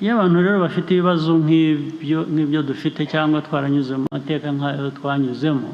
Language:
Kinyarwanda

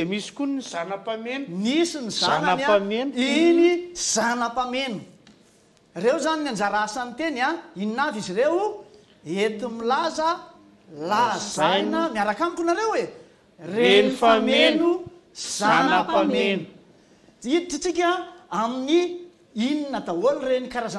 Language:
Malagasy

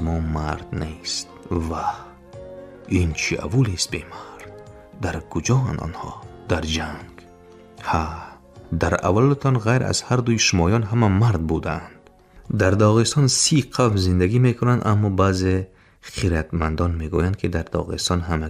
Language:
Tajik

